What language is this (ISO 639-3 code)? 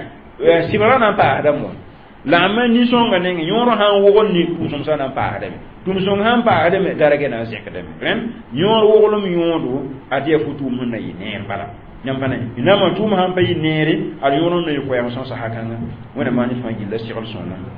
mos